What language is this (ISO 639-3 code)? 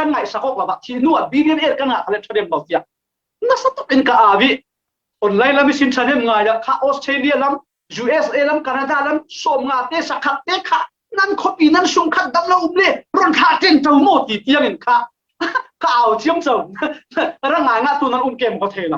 cfm